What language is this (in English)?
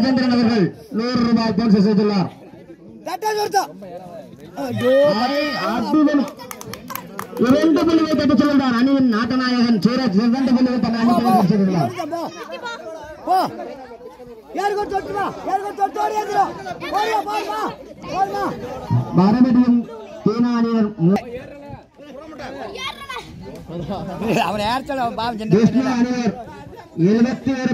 Tamil